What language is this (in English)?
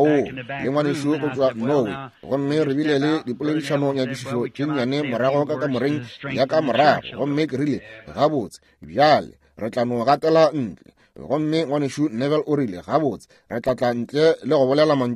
Northern Sotho